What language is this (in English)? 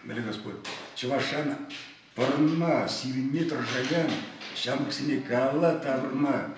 Chuvash